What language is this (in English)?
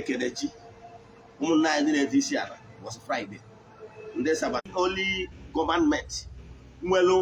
Igbo